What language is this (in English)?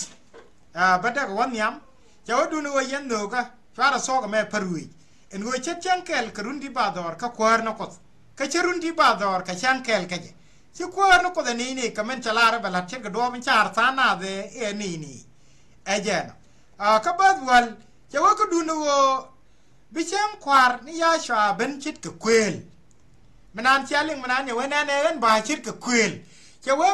Nuer